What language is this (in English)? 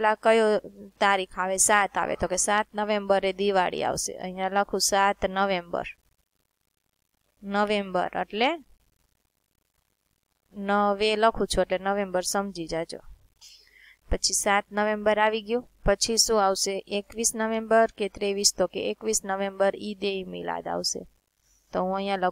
Gujarati